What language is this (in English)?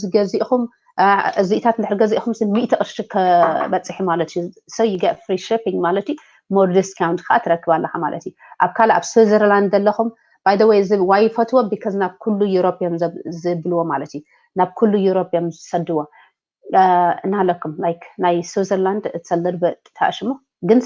Tigrinya